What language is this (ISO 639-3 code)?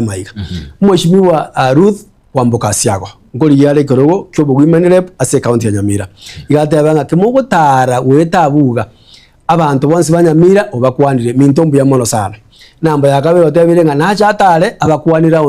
guz